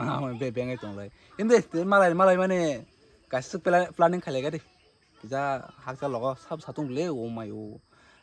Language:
Kok Borok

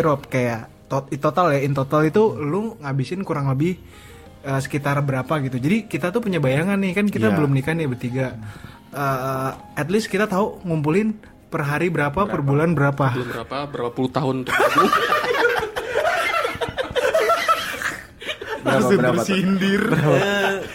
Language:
Indonesian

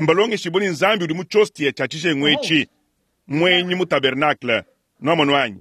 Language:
Luba-Lulua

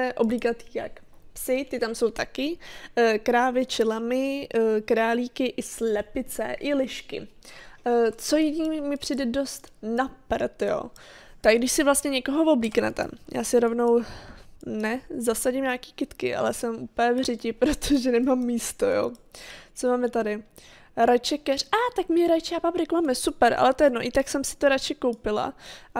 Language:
Czech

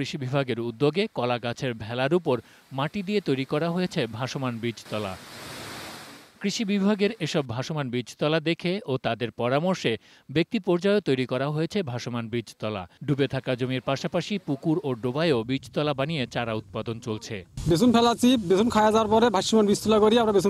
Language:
Bangla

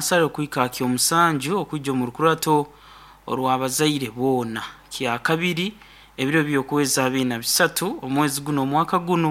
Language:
Nyankole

